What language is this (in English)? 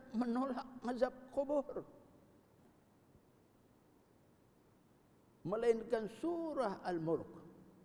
Malay